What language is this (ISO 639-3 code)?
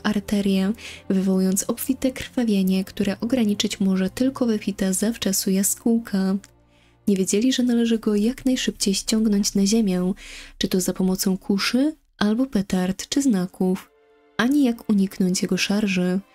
pol